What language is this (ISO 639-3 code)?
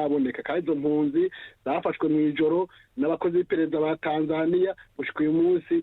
run